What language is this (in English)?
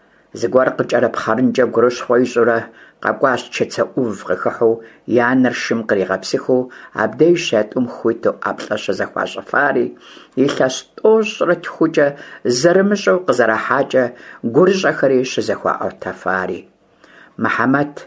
Kabardian